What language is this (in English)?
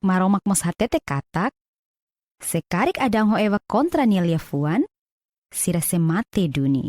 Tetum